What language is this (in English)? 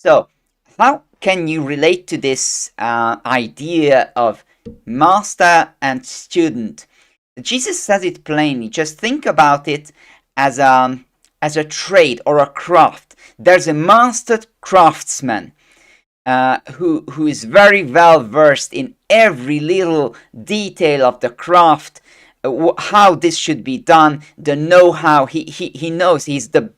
English